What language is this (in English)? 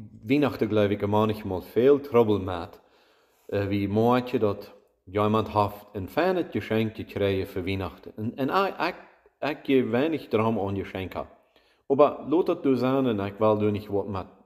Plautdietsch